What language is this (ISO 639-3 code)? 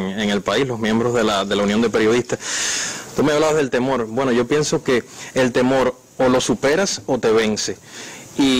spa